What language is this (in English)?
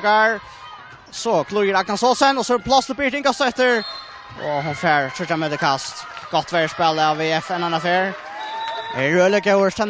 Faroese